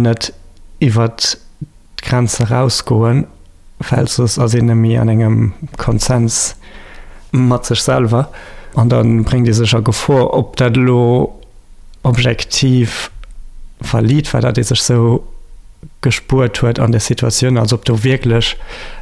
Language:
Luxembourgish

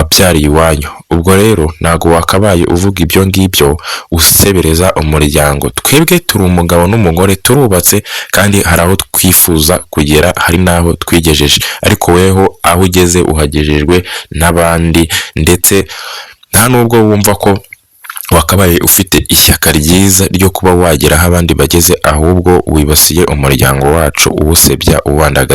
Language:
Kinyarwanda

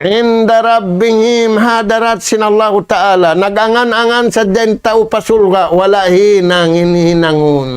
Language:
Tausug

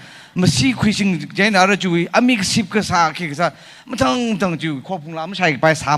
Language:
Tangkhul Naga (India)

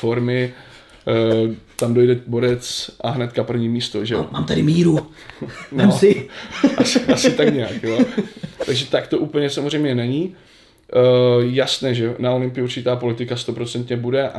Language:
Czech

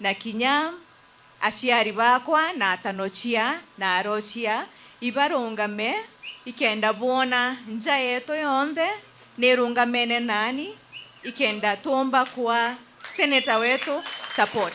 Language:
Meru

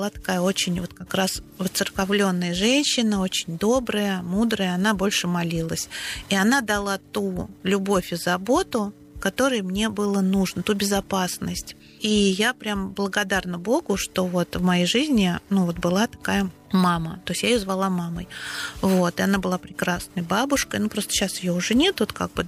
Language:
Russian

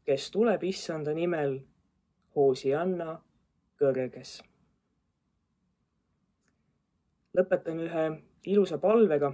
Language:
Estonian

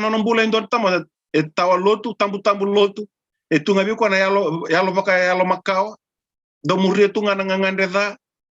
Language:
Fijian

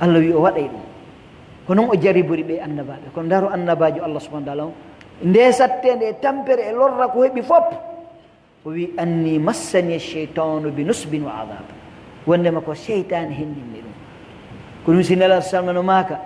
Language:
Pular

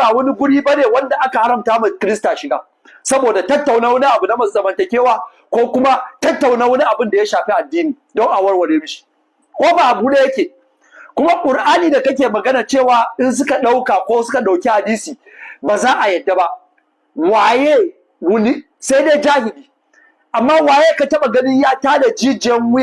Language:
Hausa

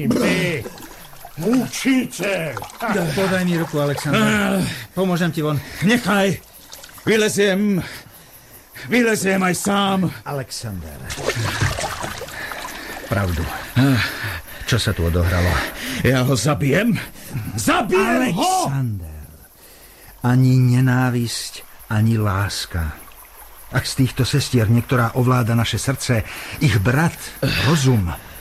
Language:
Slovak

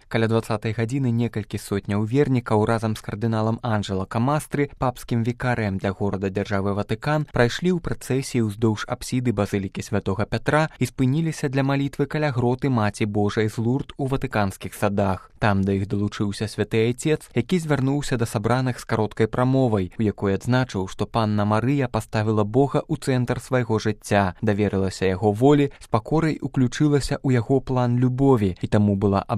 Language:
Belarusian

